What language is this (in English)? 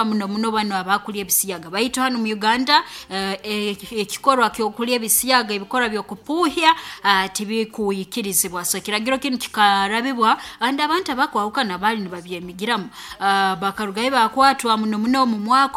Nyankole